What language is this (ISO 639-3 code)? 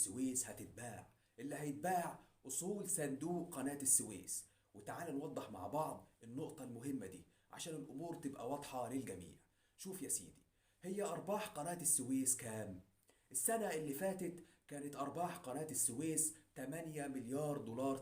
arz